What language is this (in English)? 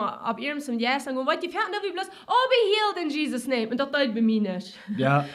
Plautdietsch